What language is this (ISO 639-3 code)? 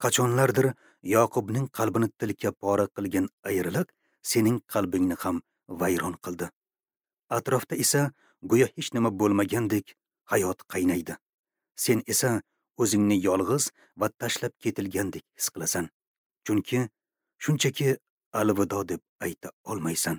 uzb